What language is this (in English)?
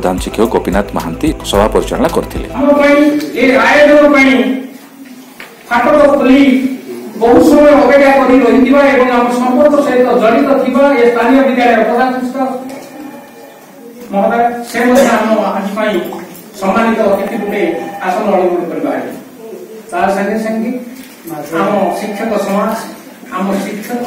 Odia